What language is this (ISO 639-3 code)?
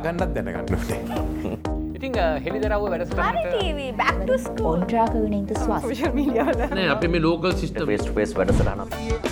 sin